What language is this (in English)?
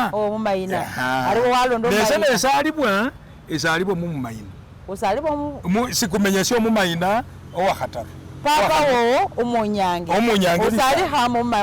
Masaaba